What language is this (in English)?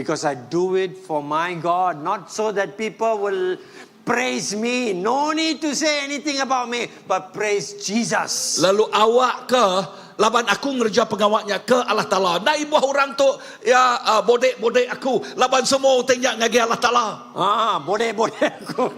Iban